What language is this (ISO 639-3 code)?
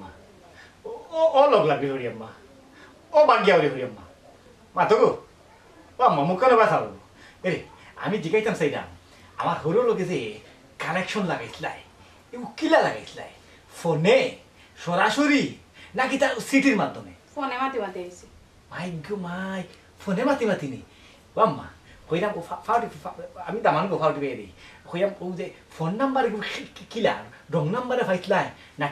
syl